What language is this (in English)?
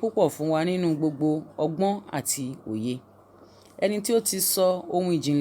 Yoruba